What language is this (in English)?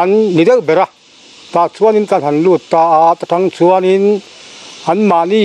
Mizo